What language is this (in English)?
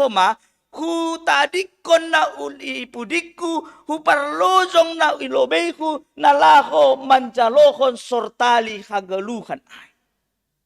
Batak Simalungun